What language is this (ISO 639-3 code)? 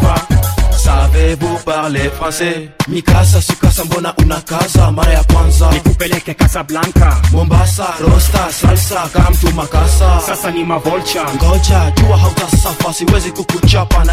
swa